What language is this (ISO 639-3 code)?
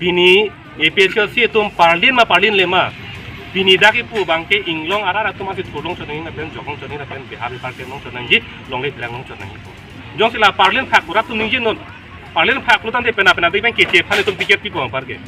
mjw